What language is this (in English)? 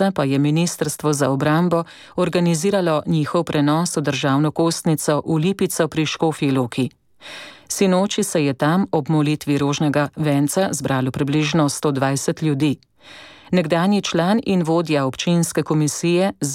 Slovenian